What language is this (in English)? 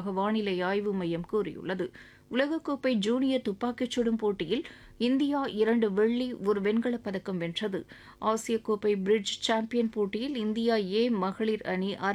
Tamil